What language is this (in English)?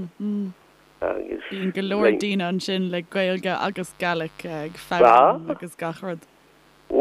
Irish